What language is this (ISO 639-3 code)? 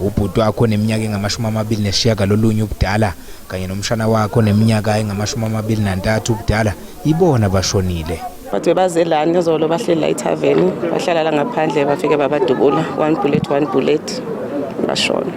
zul